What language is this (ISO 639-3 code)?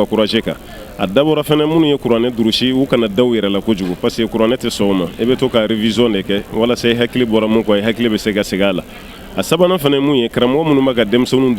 bam